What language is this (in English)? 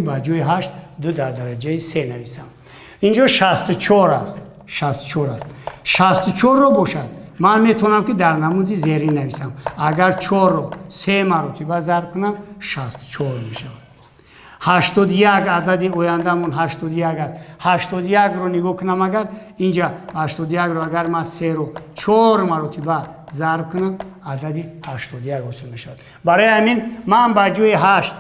Tajik